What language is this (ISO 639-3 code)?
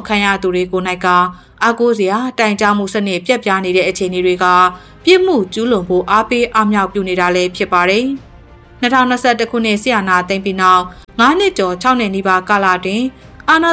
mya